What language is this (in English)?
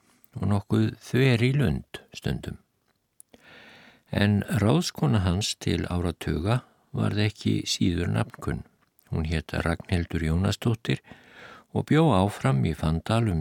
Icelandic